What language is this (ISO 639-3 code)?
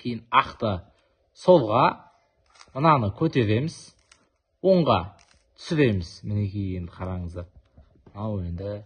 kaz